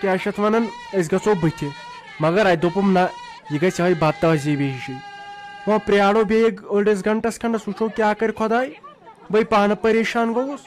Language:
Kashmiri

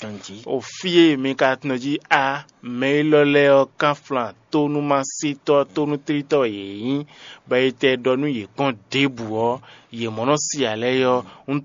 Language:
Fon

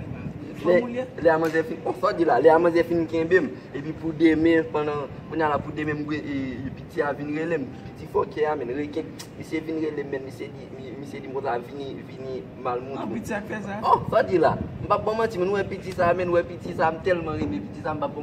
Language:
Haitian Creole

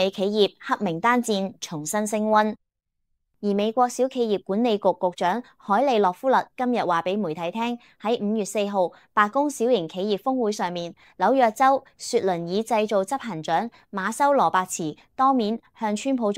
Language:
Cantonese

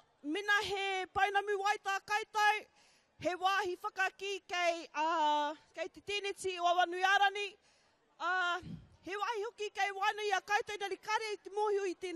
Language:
Māori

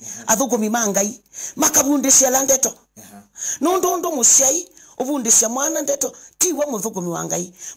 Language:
Kamba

